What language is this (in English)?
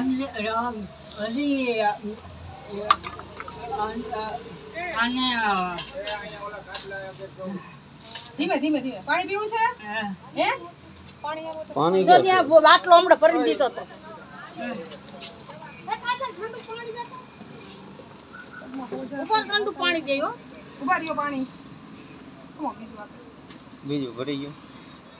Gujarati